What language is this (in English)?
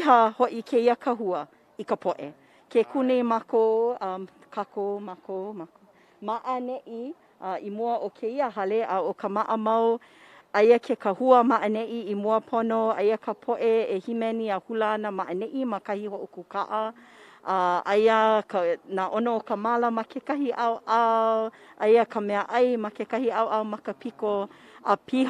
Hawaiian